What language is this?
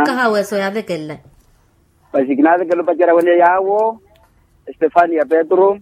Makhuwa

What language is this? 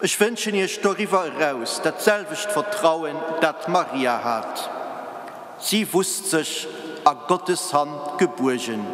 Luxembourgish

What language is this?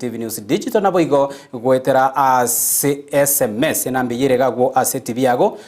Gusii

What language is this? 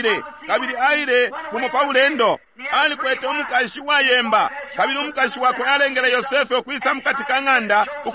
Bemba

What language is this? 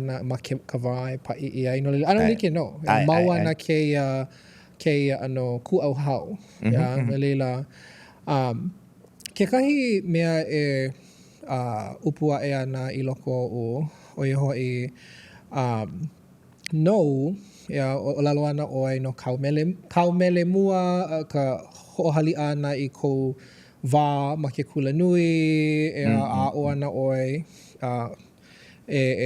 Hawaiian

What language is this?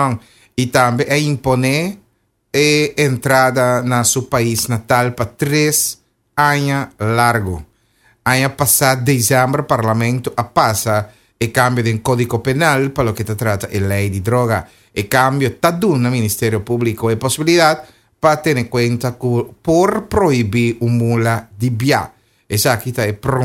Papiamento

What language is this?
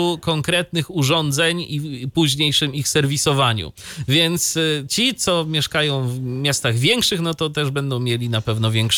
Polish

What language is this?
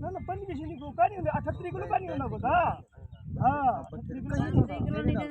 Saraiki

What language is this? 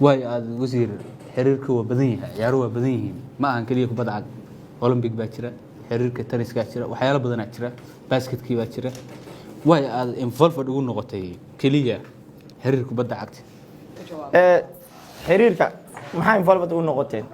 Somali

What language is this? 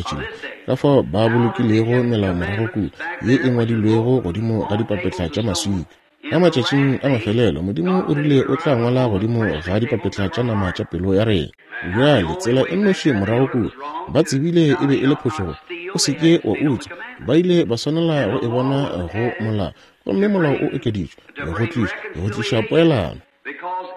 Northern Sotho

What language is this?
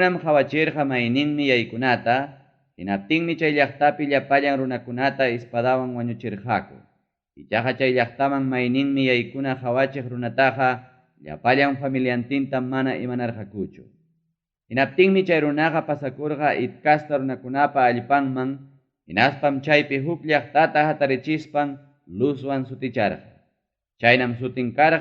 Ayacucho Quechua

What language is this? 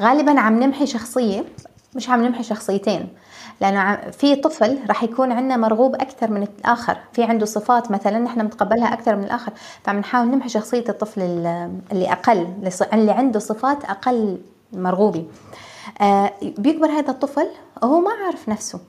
North Levantine Arabic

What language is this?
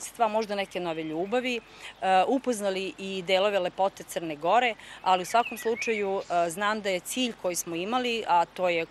Serbian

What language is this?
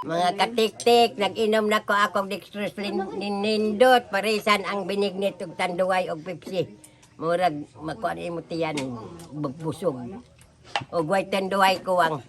Cebuano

